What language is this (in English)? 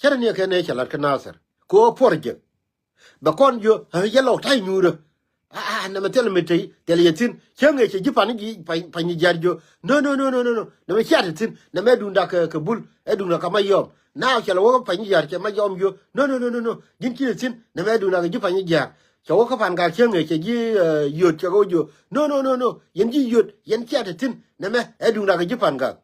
Nuer